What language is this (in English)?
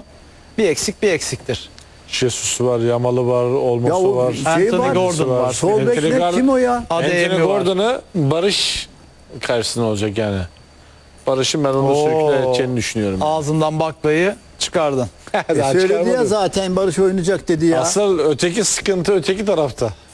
Turkish